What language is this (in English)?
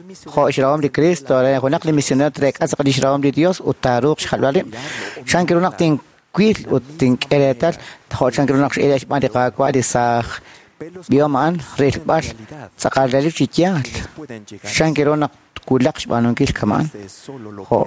Kekchí